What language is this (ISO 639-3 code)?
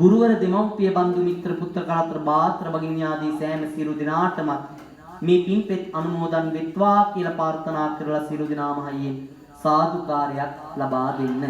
sin